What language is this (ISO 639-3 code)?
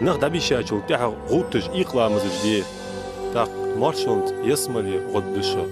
inh